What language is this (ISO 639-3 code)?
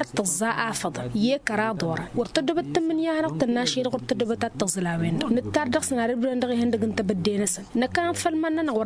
taq